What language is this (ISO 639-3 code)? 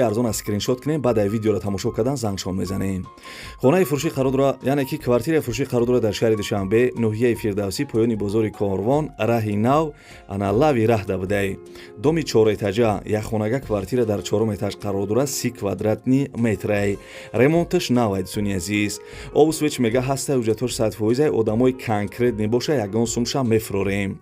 tgk